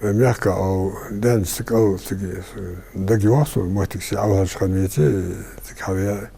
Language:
Ingush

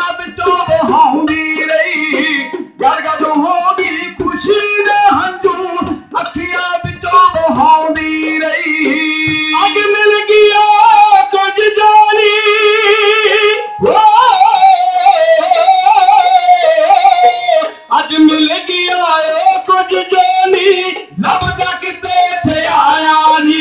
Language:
Punjabi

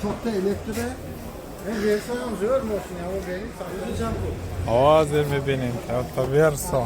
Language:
Tajik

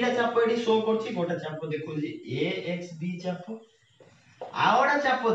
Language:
Odia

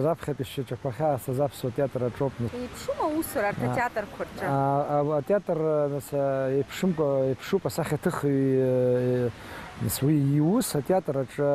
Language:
Abkhazian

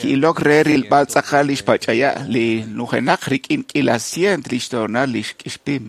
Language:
Kekchí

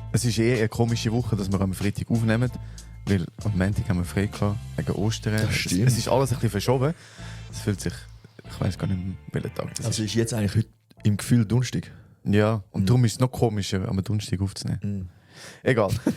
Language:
Swiss German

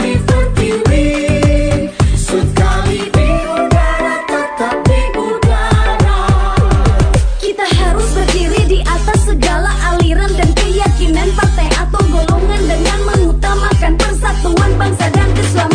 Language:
Indonesian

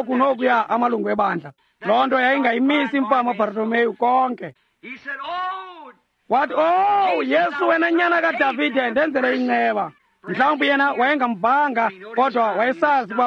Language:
Xhosa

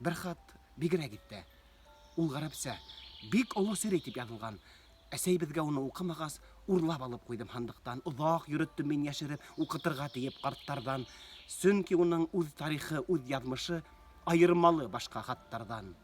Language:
Bashkir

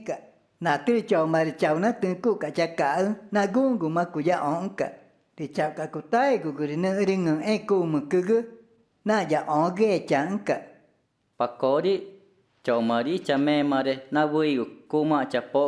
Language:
Ticuna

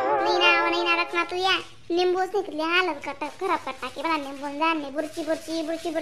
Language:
Khandesi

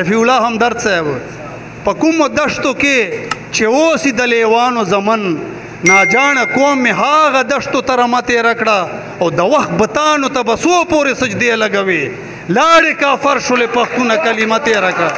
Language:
Pashto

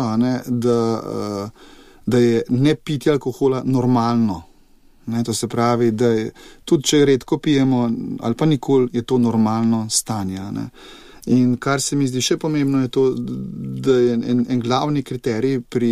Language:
Slovenian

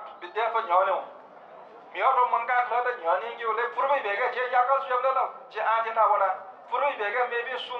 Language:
Newari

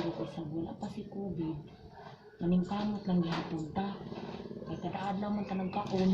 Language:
Cebuano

